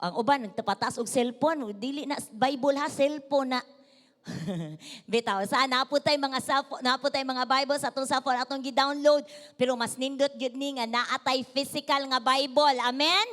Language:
Cebuano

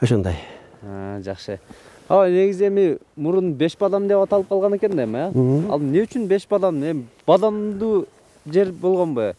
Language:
Kyrgyz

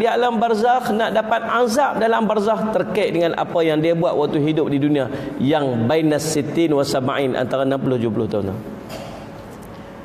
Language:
Malay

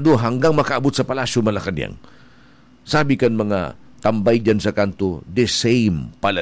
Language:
Bikol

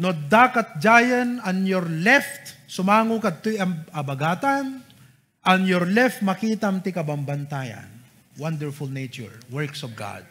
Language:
Iloko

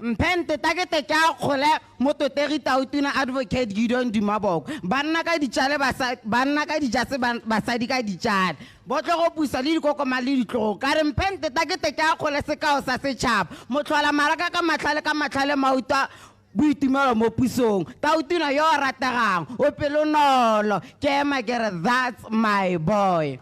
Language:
Tswana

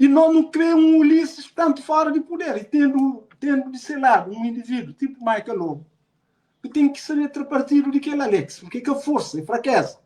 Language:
Kabuverdianu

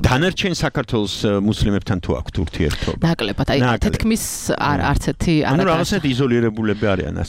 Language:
Georgian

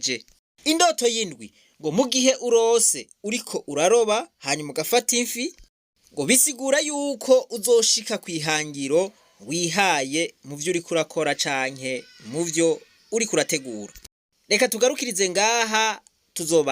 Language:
Rundi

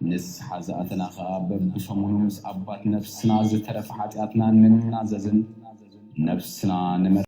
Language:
Tigrinya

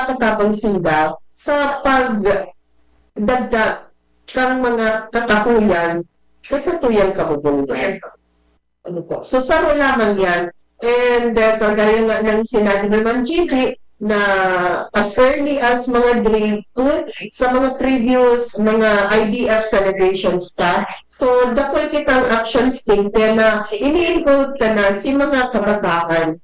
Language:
Bikol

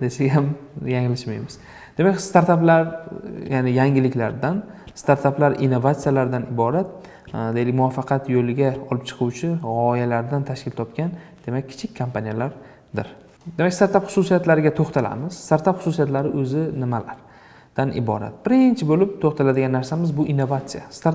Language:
Uzbek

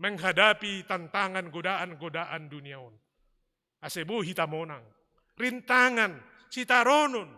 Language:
Batak Simalungun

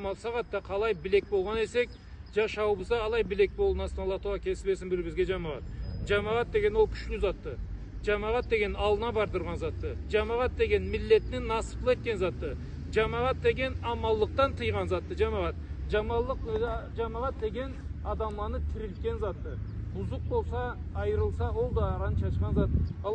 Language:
Karachay-Balkar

